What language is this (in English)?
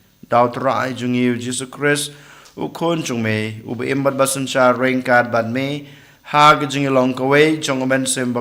Khasi